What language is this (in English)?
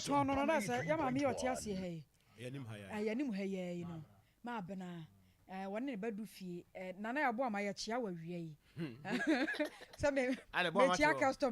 Akan